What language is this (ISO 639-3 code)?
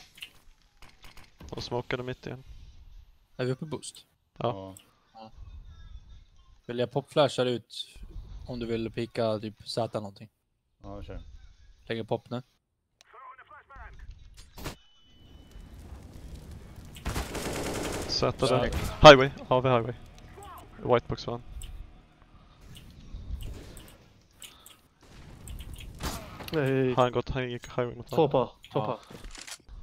swe